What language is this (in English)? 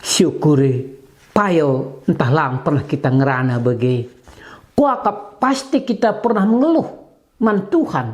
Batak Karo